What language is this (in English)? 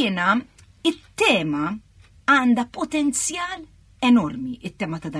Maltese